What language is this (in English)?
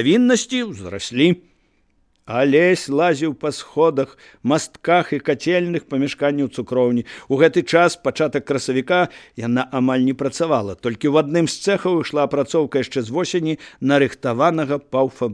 Belarusian